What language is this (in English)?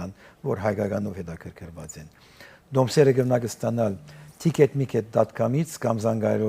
Western Armenian